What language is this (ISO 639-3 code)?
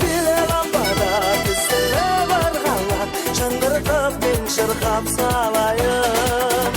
kaa